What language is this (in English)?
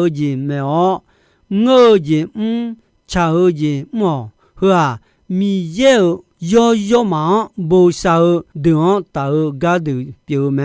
Akha